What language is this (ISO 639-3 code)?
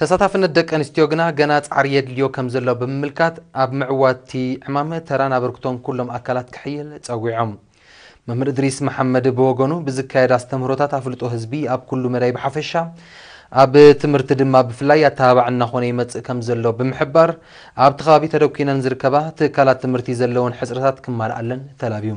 tir